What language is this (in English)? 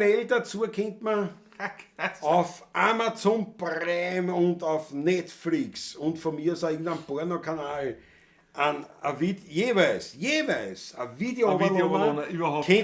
Bavarian